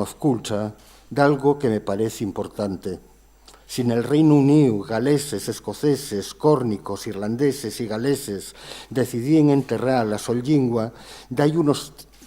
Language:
Asturian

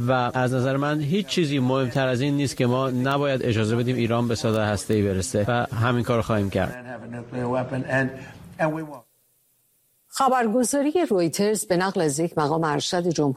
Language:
Persian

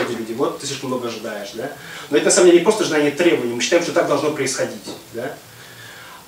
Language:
Russian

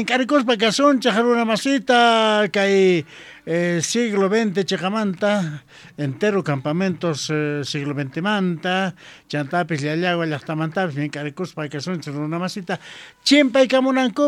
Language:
Quechua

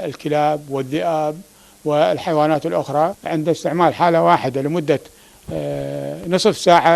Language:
Mesopotamian Arabic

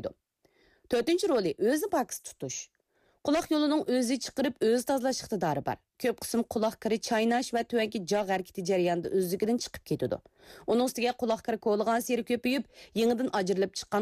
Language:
Uyghur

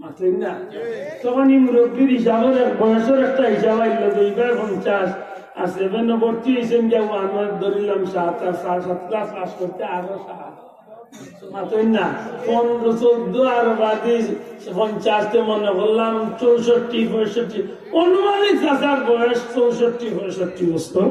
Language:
Sylheti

